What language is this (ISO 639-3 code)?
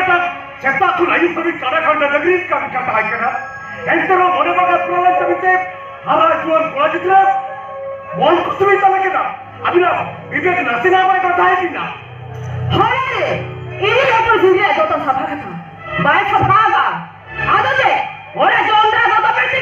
sat